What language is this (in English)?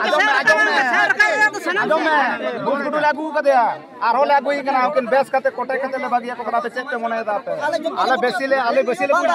Santali